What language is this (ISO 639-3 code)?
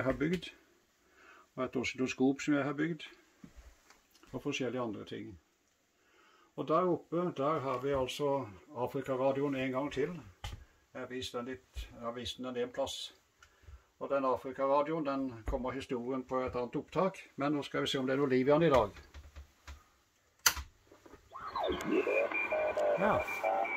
nor